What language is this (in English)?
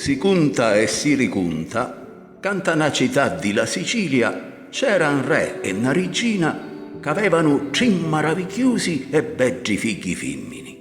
Sicilian